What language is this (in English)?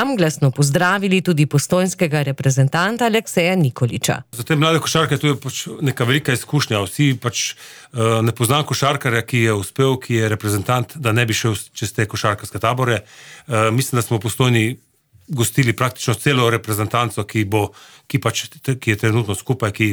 Slovenian